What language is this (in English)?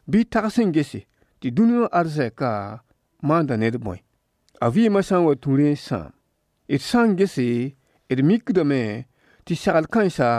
Mossi